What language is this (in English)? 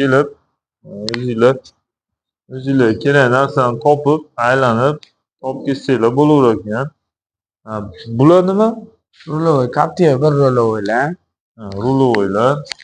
Uzbek